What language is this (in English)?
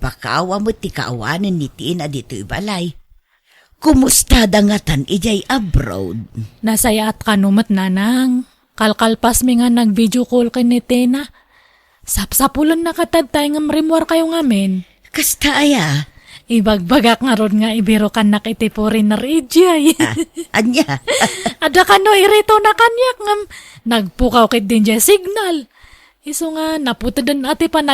Iloko